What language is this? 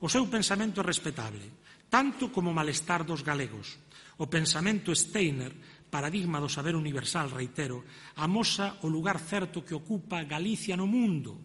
Galician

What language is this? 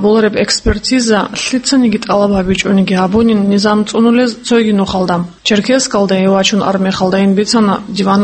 Avaric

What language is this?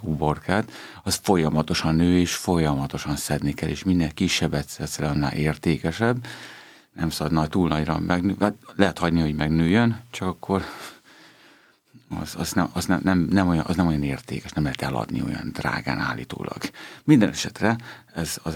Hungarian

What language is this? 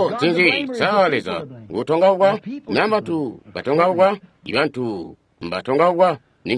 Tonga (Zambia)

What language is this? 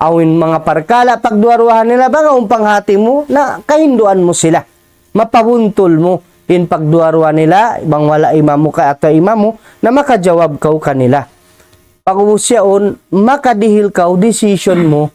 Tausug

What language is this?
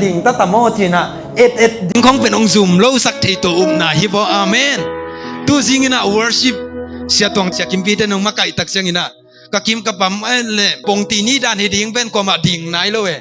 Tedim Chin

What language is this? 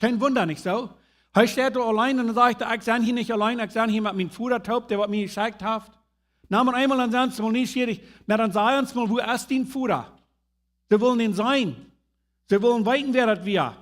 Plautdietsch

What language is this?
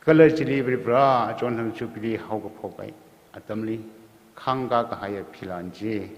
Tangkhul Naga (India)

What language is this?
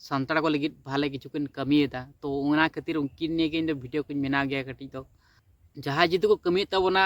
Santali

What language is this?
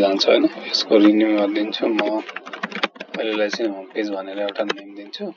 Nepali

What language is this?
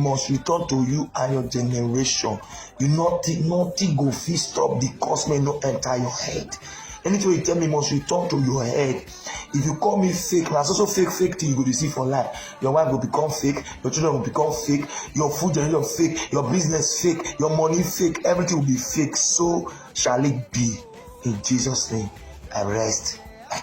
Nigerian Pidgin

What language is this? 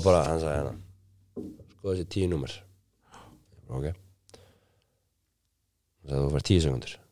Icelandic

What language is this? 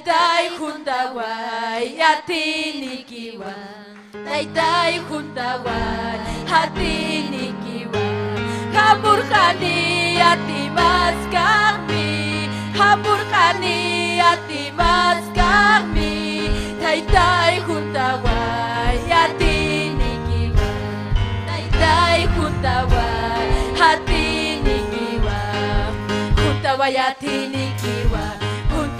Ayacucho Quechua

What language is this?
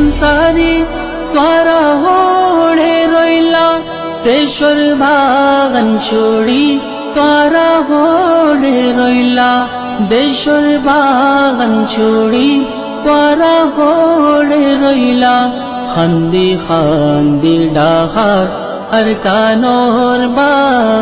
Rohingya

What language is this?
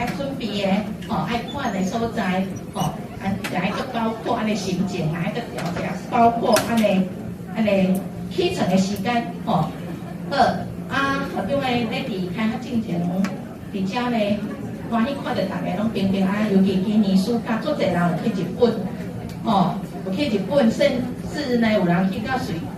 Min Nan Chinese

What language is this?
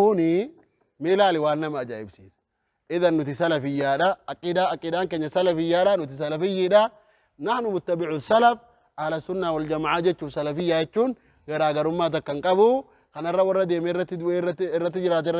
Oromo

